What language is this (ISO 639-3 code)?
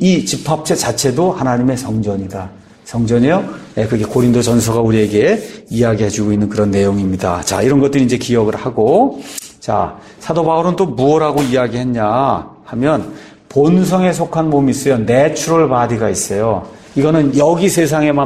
kor